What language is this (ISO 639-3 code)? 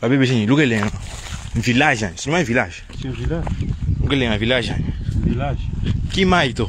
lua